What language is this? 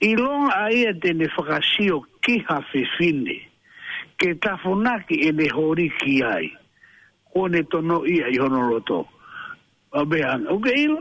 Tongan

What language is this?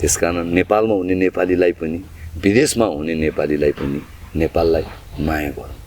Nepali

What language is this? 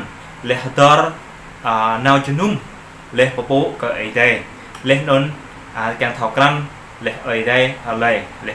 Jarai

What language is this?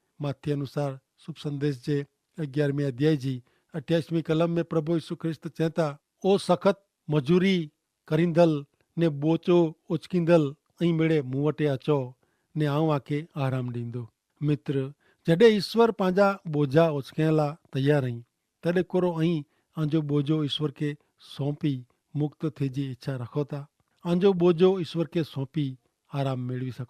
Kachhi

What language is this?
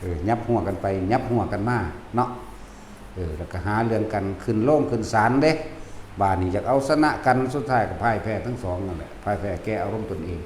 Northeastern Thai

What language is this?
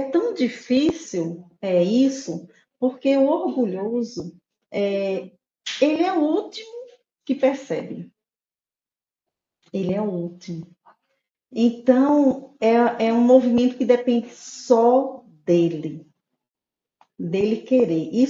Portuguese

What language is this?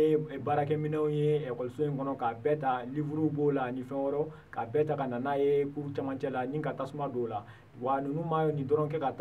Bambara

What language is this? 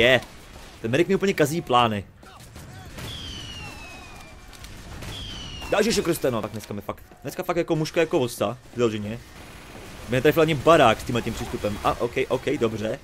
Czech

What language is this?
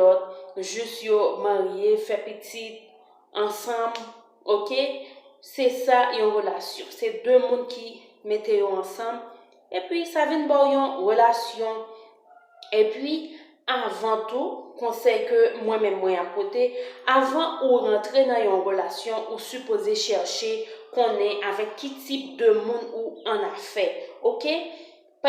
Haitian Creole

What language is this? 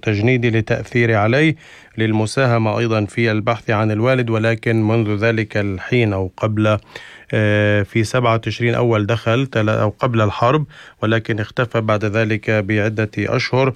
North Levantine Arabic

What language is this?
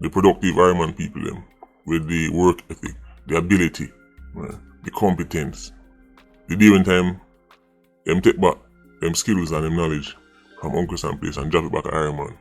Jamaican Creole English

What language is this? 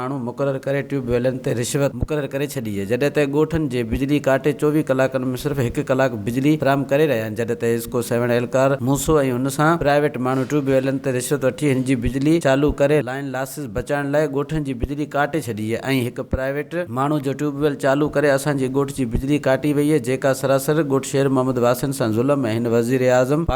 Sindhi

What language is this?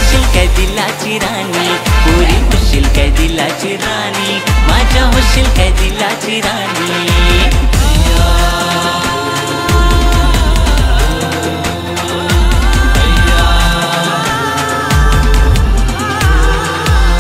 Marathi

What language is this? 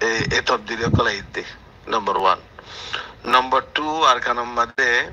Rohingya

